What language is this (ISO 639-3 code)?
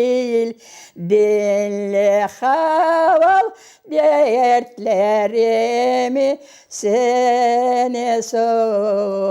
crh